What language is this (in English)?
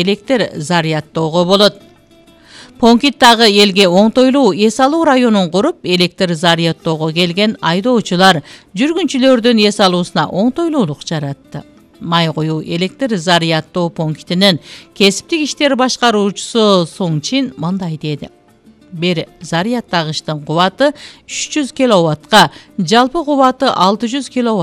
Kyrgyz